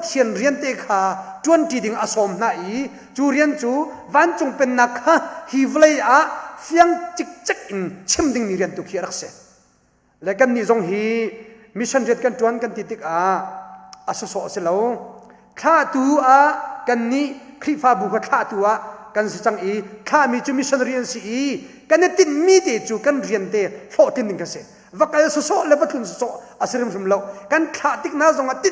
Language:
Hakha Chin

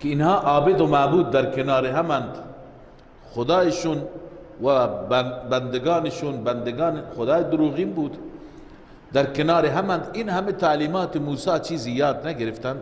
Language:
Persian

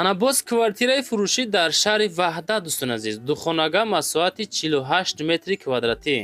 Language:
Tajik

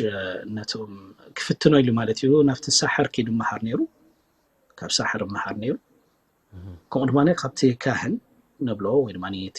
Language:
Tigrinya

